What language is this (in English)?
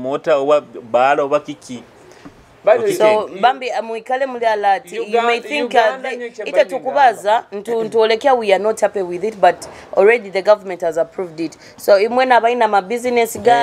Nyoro